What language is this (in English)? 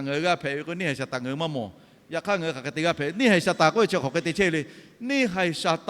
Lahu